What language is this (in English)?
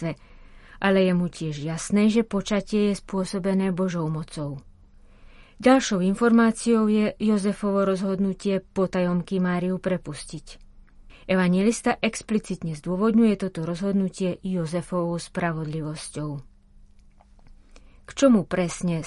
Slovak